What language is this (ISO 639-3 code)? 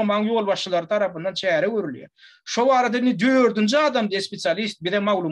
tuk